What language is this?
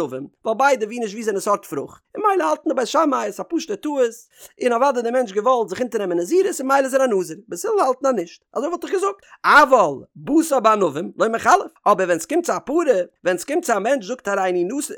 Yiddish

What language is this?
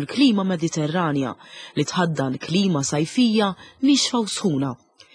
Maltese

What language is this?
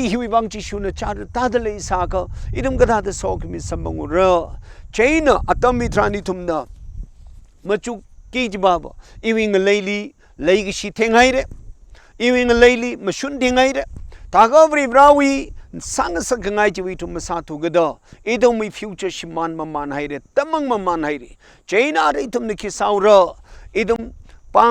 Tangkhul Naga (India)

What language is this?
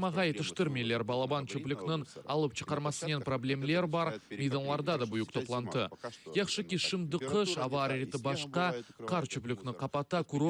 Crimean Tatar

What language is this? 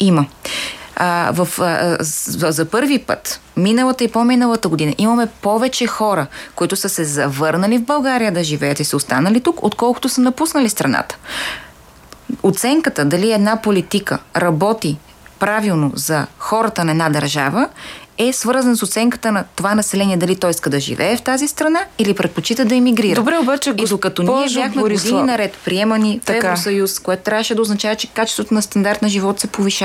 Bulgarian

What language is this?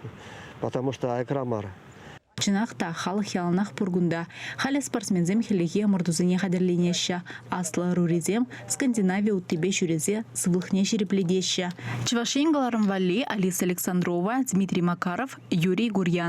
Chuvash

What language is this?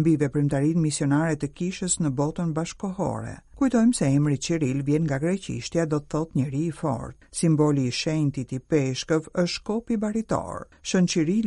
Albanian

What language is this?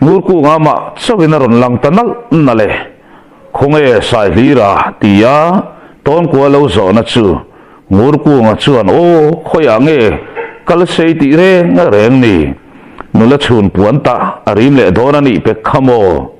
Mizo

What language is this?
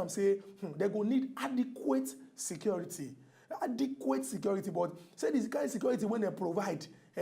Nigerian Pidgin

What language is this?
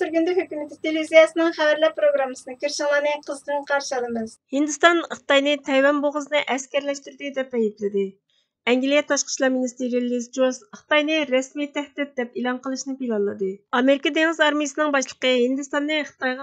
Uyghur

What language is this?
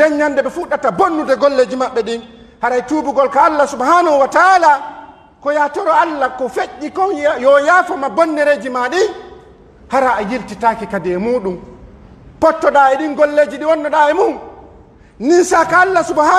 Pular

